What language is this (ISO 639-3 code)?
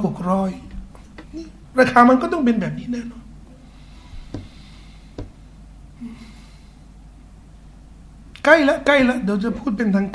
tha